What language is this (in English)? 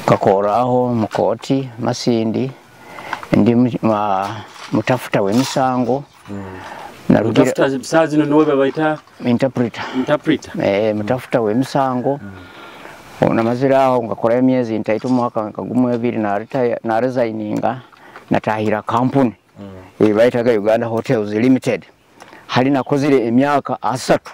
Nyoro